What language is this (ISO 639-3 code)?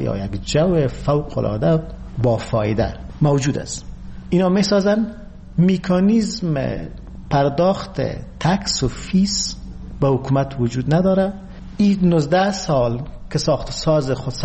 fas